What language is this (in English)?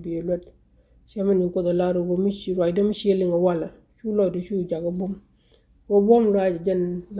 Nuer